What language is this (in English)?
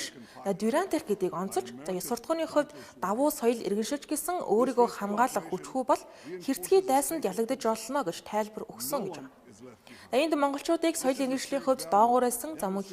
Mongolian